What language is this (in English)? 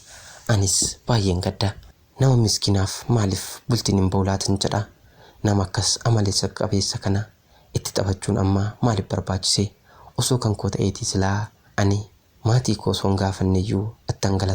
Oromo